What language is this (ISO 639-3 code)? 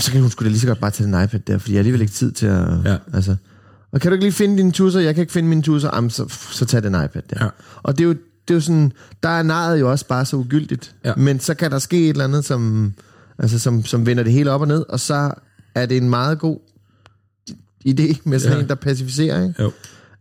dan